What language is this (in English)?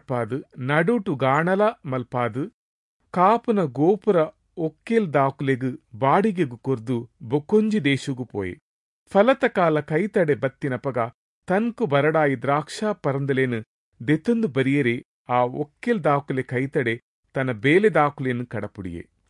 Tulu